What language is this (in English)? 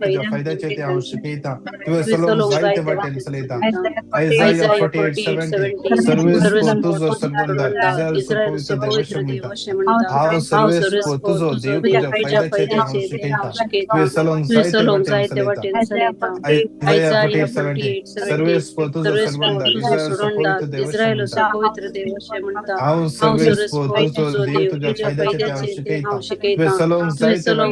Konkani